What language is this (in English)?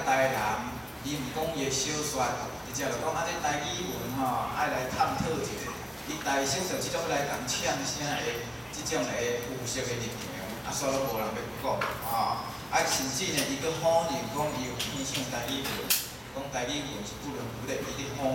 Min Nan Chinese